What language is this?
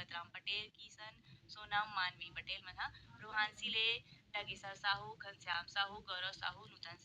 Chhattisgarhi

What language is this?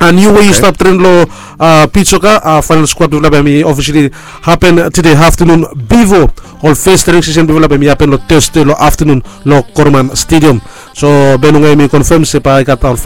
Bislama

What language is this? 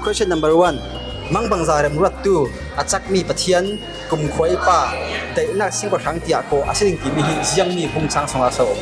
Falam Chin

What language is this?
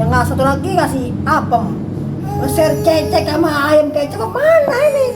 Betawi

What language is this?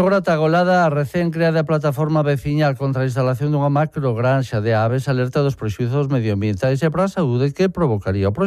Galician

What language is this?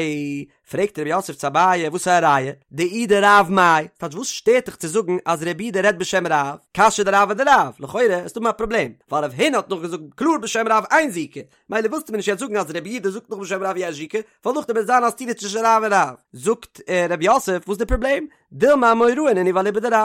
Yiddish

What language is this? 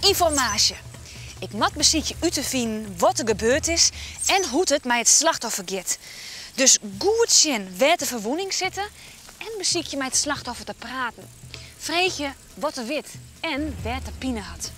Western Frisian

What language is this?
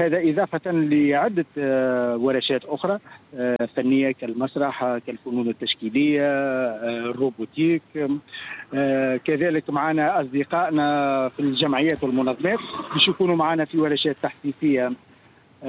Tunisian Arabic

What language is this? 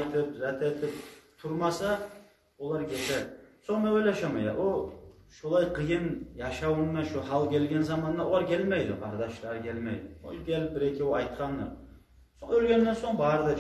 Kumyk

